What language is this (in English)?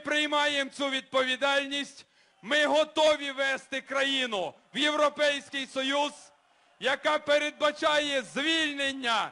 Ukrainian